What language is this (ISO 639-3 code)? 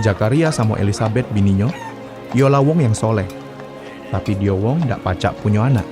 mui